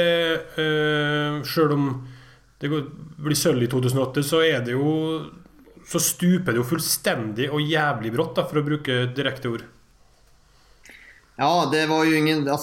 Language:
Norwegian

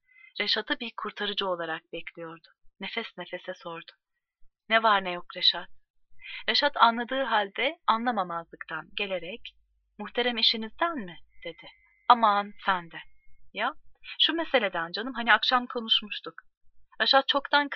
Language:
Turkish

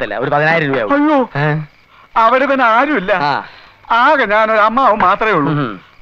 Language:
Malayalam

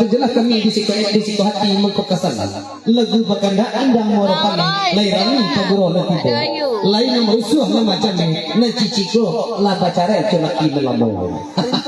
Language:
Minangkabau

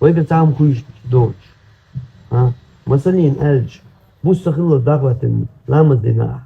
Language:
Chechen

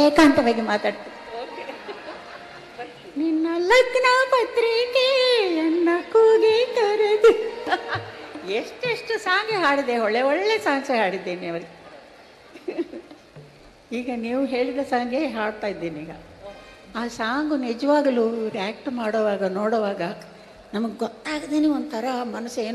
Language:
Kannada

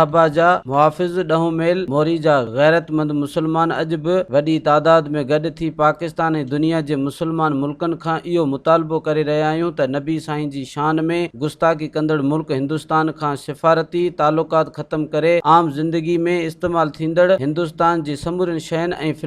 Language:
Sindhi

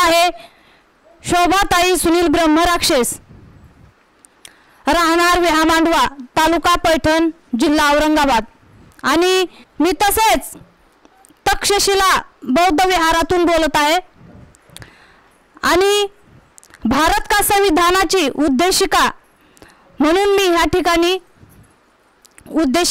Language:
Marathi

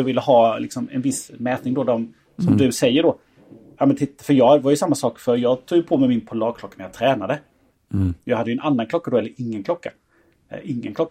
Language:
Swedish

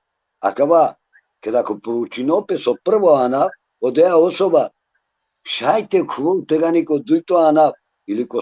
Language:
Balkan Romani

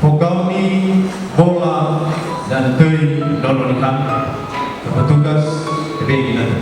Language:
Nias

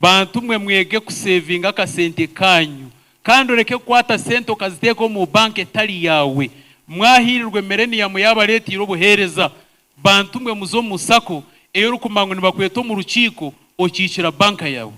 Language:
Nyankole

